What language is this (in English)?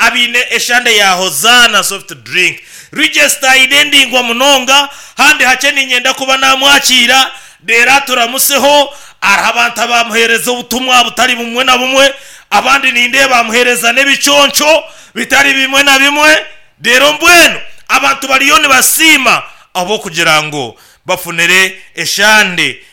Nyankole